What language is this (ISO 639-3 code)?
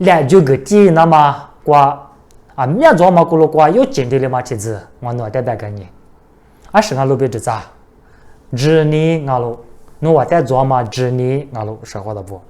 lis